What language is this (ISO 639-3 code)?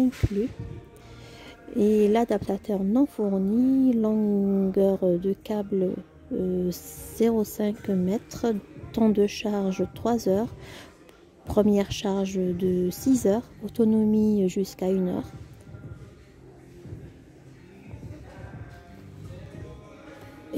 fra